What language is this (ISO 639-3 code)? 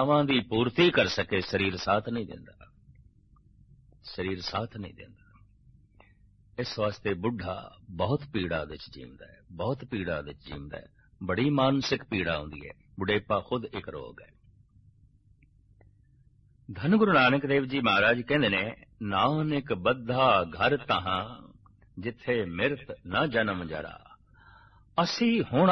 pan